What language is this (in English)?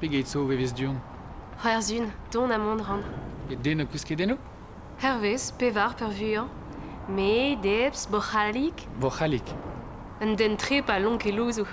Breton